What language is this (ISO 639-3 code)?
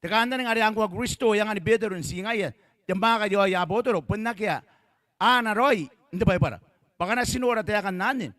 gil